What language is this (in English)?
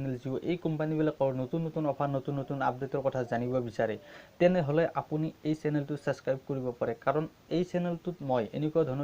Assamese